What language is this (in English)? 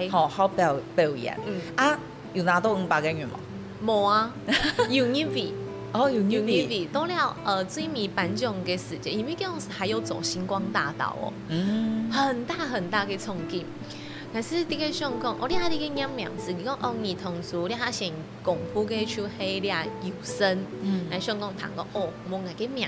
Hakka Chinese